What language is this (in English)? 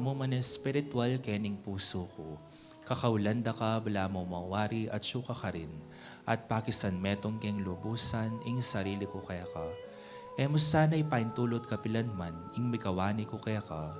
Pampanga